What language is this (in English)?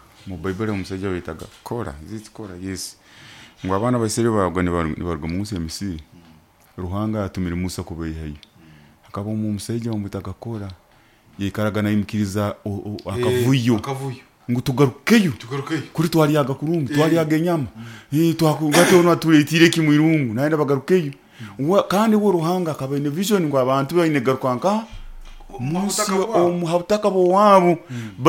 Nyoro